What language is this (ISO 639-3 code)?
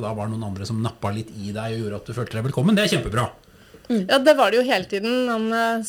nor